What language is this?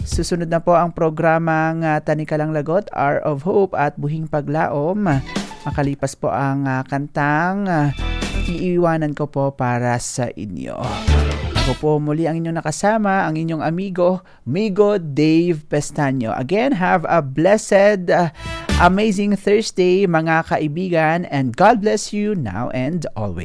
Hiligaynon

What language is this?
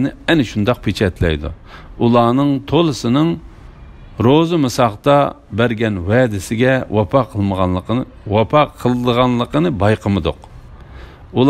Uyghur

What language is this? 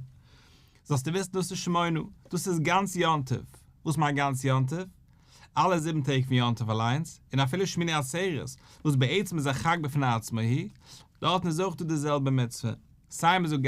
Yiddish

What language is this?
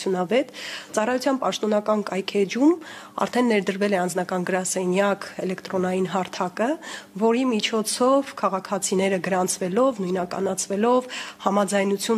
Armenian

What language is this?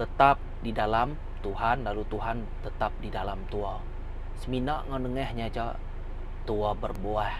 Iban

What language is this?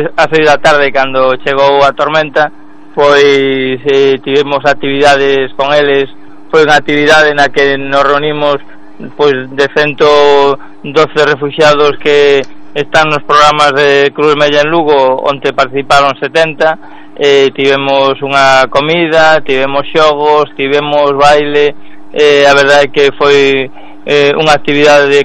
Galician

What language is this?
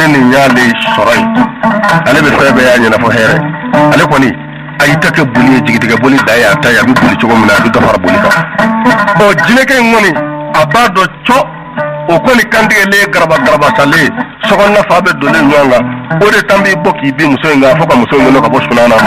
Bambara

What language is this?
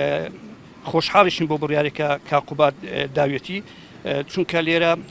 Central Kurdish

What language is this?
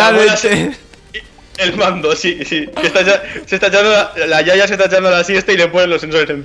Spanish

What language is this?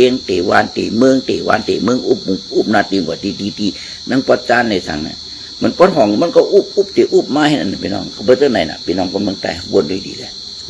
Shan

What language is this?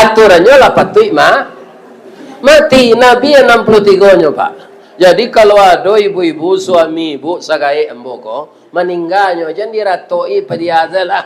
Minangkabau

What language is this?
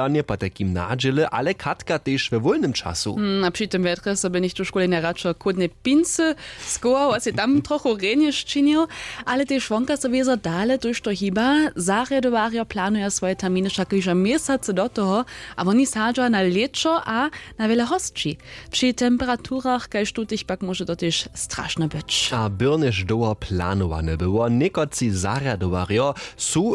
Upper Sorbian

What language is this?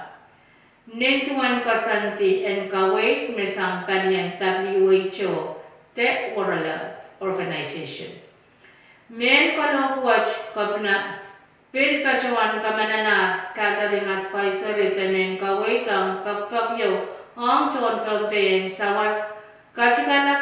Pohnpeian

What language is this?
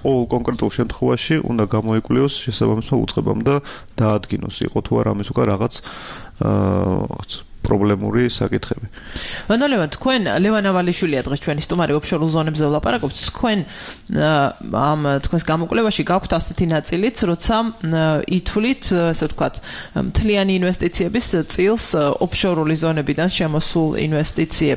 Georgian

